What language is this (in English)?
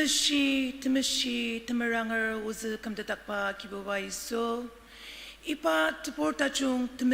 Ao Naga